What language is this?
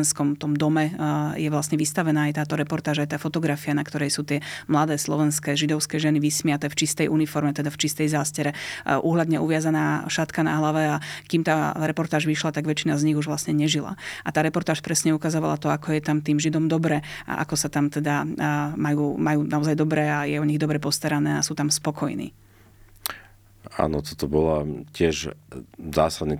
Slovak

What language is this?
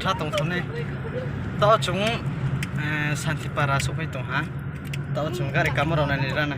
Riang (India)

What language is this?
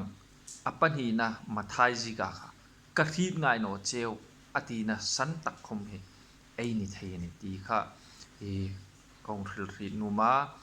Hmar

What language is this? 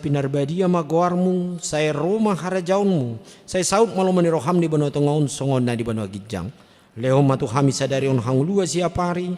Batak Toba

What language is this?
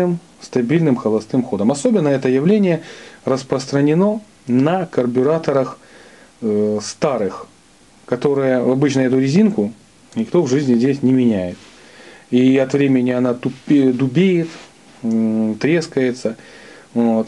Russian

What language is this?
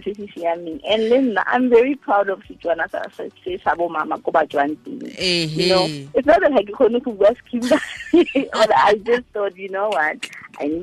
Tswana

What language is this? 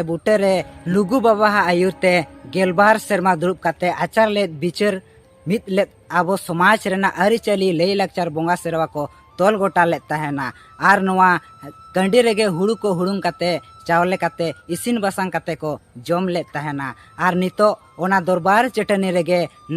Santali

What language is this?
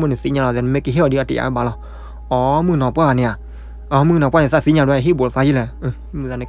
S'gaw Karen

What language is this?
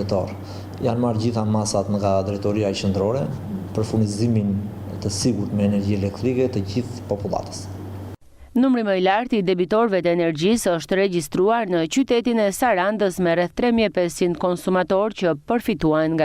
Albanian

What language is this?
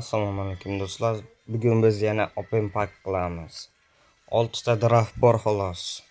Uzbek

